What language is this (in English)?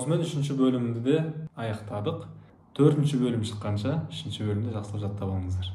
Kazakh